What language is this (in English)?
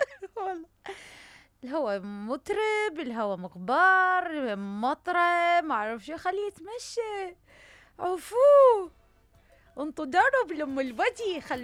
Mesopotamian Arabic